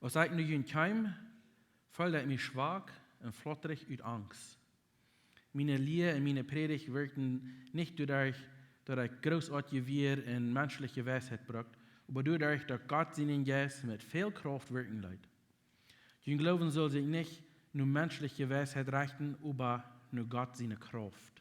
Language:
Plautdietsch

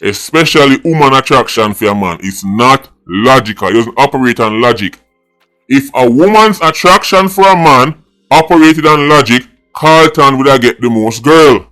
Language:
Jamaican Creole English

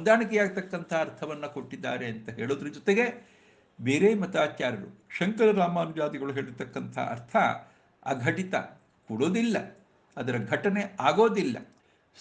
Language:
Kannada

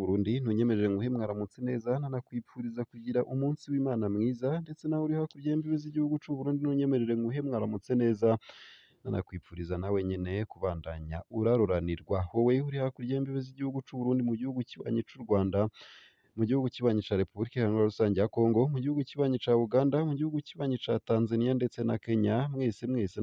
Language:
Rundi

